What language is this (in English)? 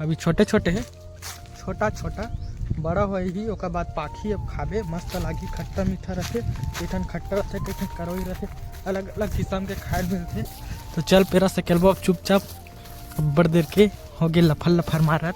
Chhattisgarhi